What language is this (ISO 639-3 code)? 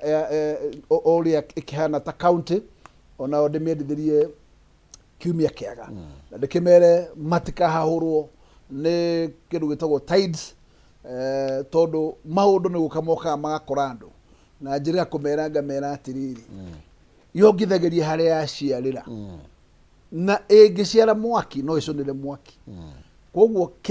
kik